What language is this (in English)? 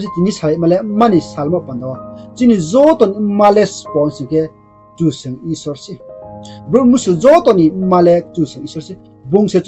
Riang (India)